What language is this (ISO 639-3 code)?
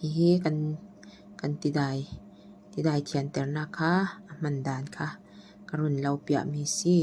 cfm